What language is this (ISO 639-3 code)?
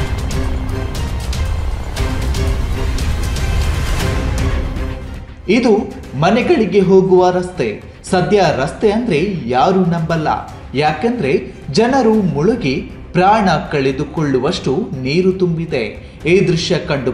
kan